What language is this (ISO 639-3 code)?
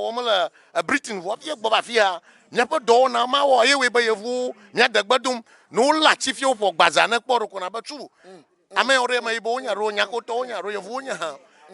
ewe